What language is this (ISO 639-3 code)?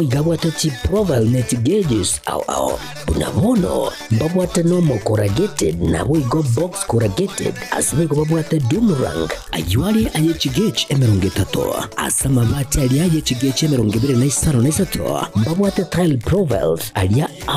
guz